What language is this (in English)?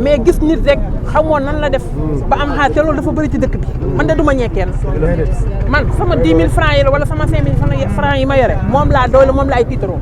Wolof